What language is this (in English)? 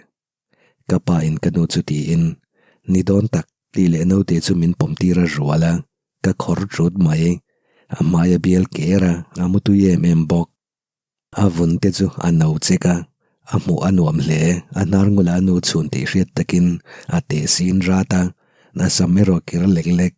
Mizo